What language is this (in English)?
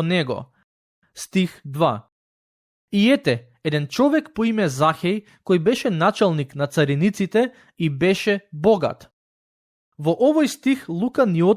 Macedonian